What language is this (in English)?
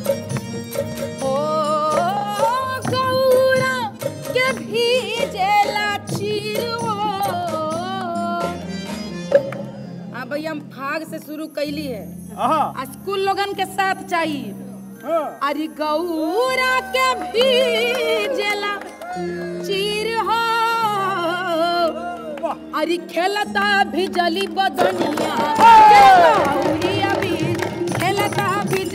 Bhojpuri